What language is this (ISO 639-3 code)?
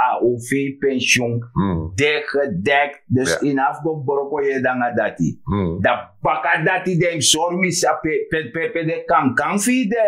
srn